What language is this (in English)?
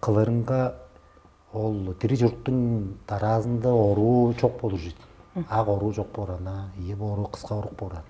Tuvinian